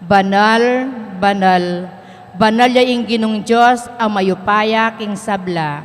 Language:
Pampanga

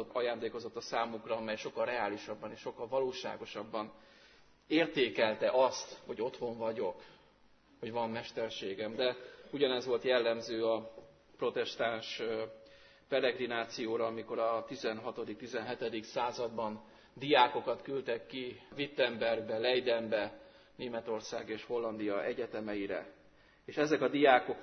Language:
Hungarian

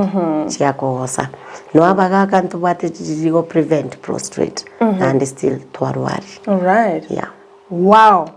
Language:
Gusii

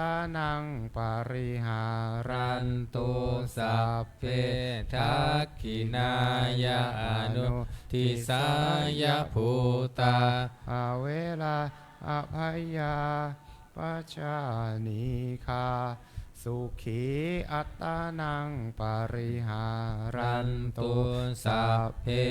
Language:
Pali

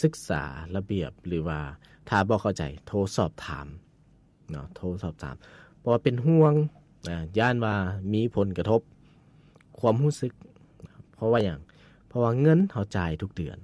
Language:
Lao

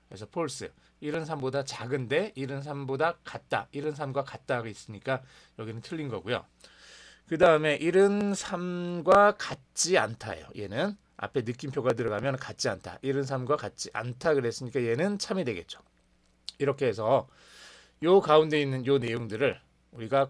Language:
Korean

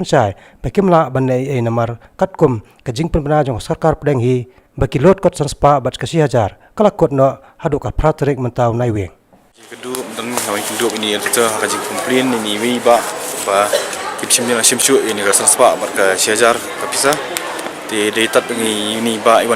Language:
Khasi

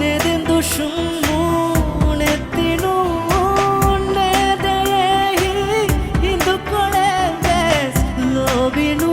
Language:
Divehi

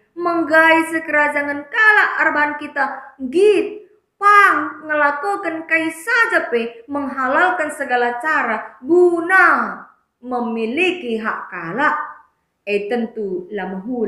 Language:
Batak Karo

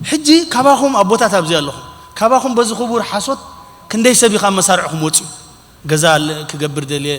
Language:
Tigrinya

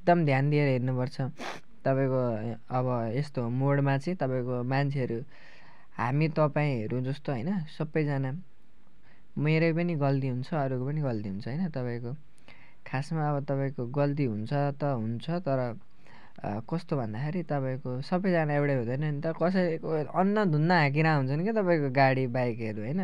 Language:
Nepali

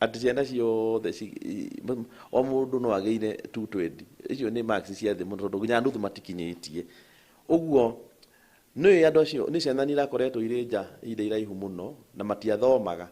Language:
Kikuyu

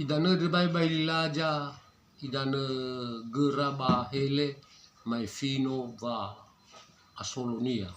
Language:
Nias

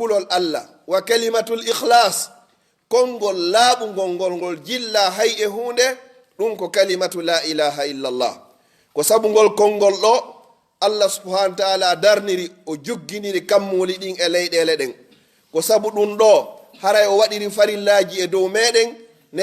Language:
Fula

